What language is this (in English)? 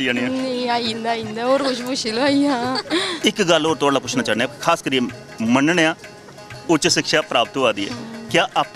Dogri